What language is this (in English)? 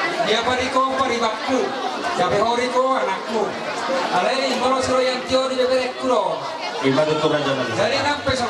Batak Toba